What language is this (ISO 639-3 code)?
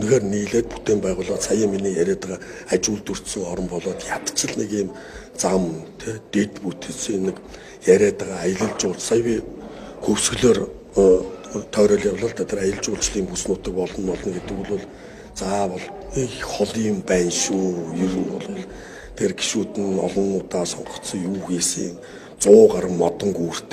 mon